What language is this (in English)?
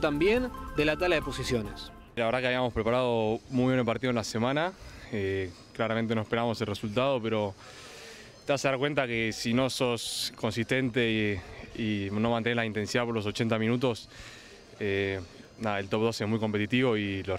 Spanish